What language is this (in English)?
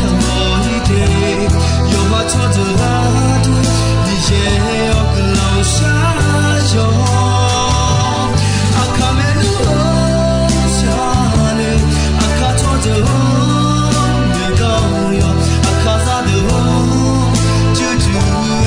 Akha